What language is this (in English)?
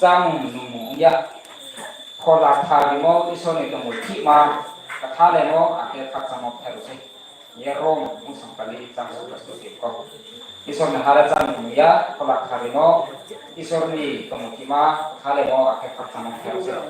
Riang (India)